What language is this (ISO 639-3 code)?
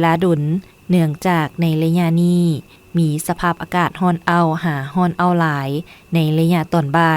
lao